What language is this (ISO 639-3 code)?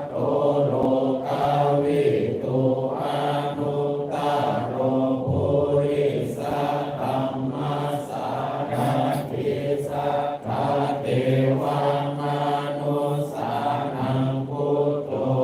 pli